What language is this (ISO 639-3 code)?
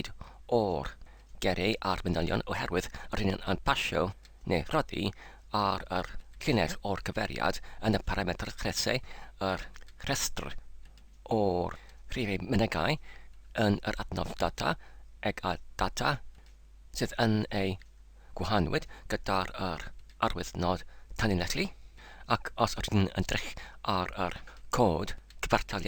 cym